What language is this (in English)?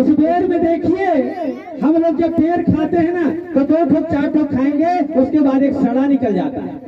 Chhattisgarhi